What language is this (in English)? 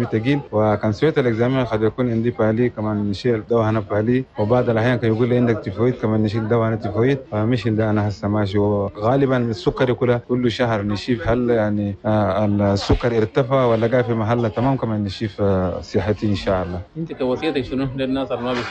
Chadian Arabic